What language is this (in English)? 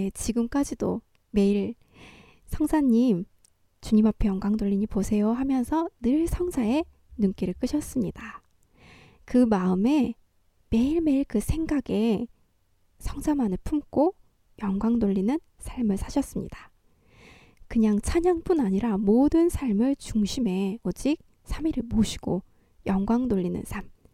Korean